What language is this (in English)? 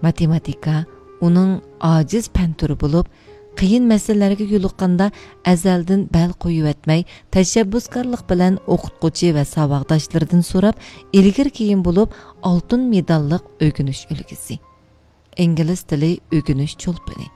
Uyghur